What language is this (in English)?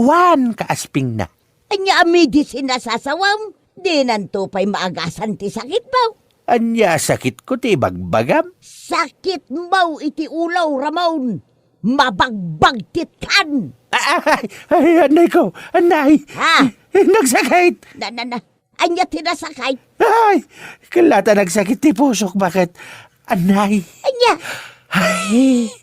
Iloko